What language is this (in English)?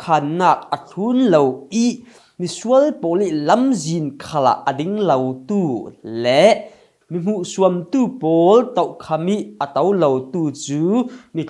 Falam Chin